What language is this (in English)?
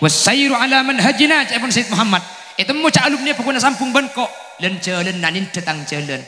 Madurese